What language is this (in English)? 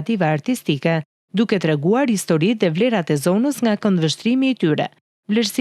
Albanian